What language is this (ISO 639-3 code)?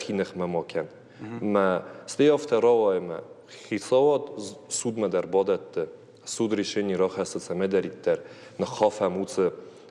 oss